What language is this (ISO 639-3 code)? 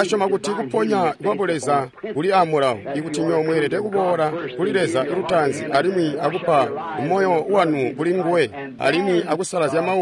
toi